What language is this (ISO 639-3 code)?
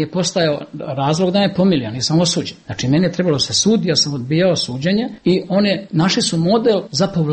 bos